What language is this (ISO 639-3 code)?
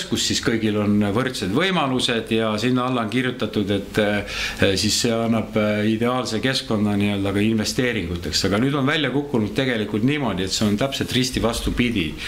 est